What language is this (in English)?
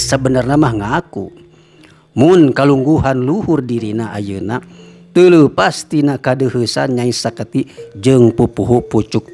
Sundanese